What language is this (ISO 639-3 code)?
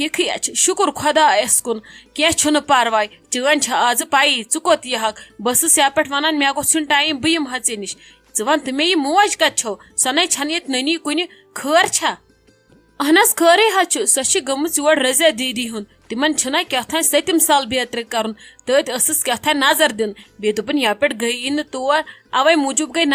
kas